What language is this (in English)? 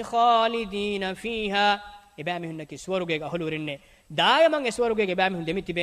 Divehi